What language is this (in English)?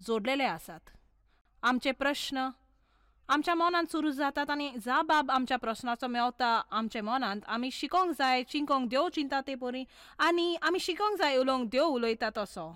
Konkani